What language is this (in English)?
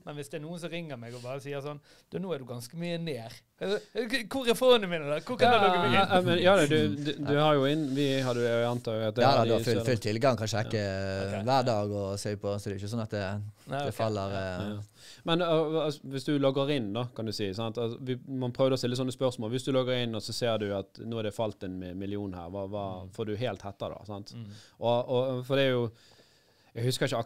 Norwegian